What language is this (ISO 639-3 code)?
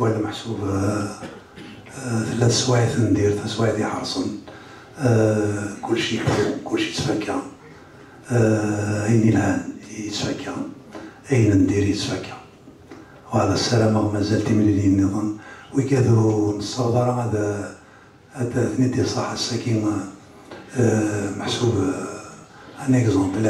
kab